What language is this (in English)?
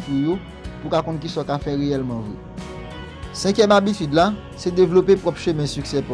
Haitian Creole